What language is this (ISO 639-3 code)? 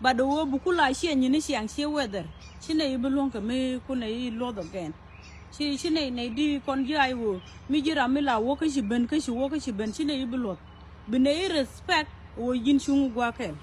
nus